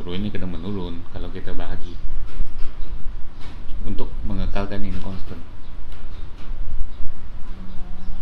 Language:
Malay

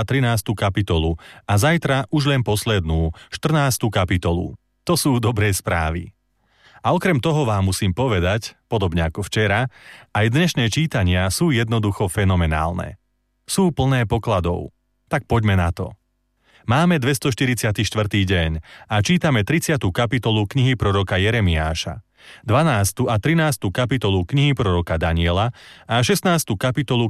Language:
Slovak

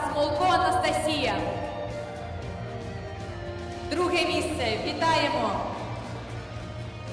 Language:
Ukrainian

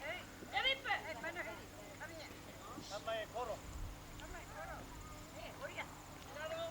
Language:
Māori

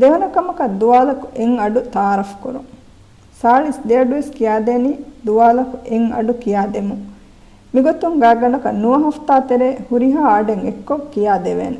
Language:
Divehi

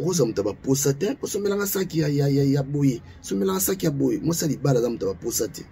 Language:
Lingala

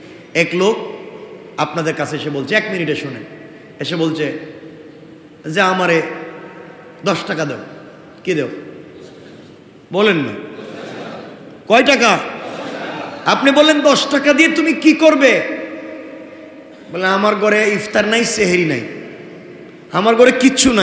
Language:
Bangla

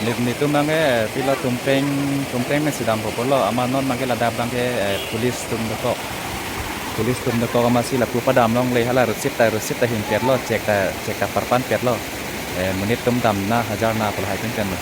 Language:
Karbi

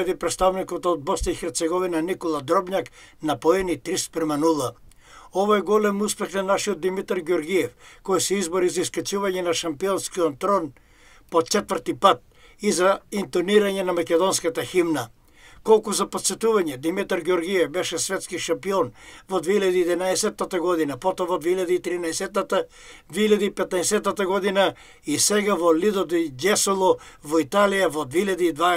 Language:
Macedonian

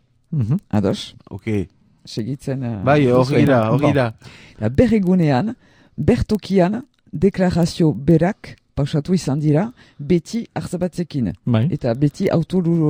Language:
Basque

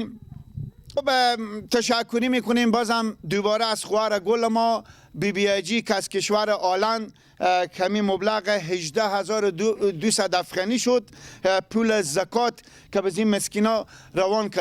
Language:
Persian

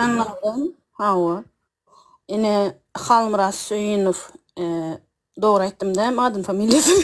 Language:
Turkmen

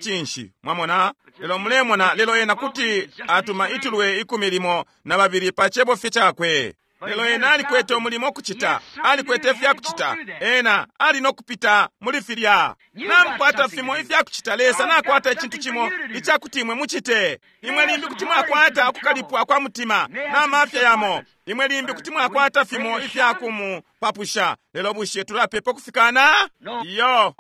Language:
Bemba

